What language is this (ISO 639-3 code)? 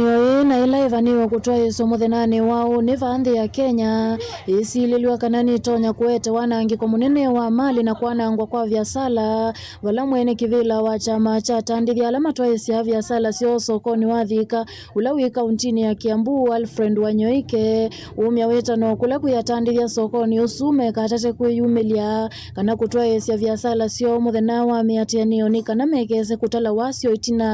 kam